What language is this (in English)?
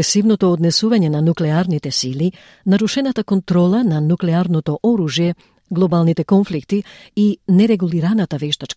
Macedonian